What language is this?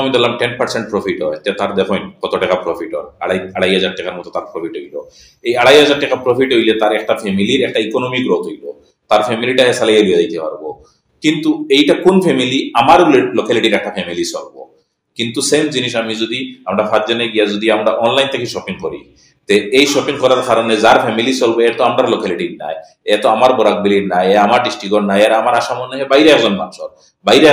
Sylheti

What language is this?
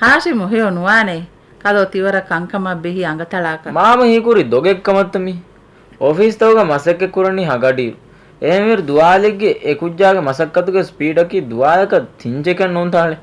Divehi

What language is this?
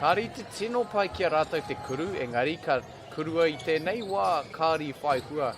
Māori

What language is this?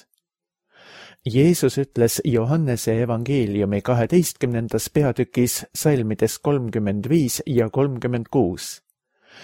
Estonian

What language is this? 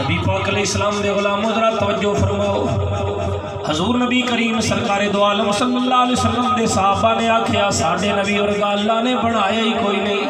Saraiki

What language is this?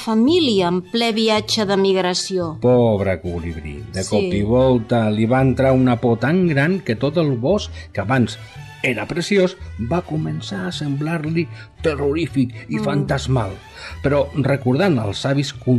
Catalan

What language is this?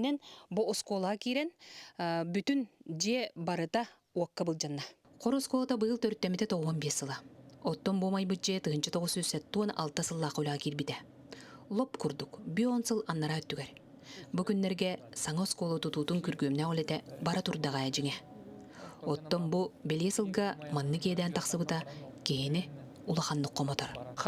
Yakut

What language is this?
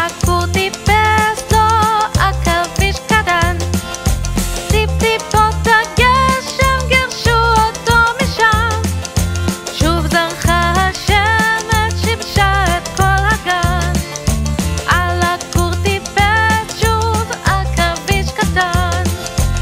Hebrew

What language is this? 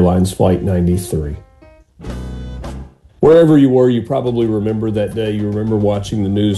English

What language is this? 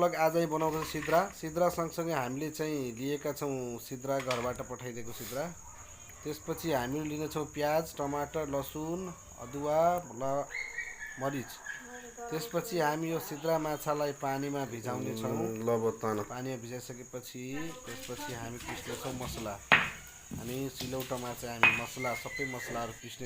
Nepali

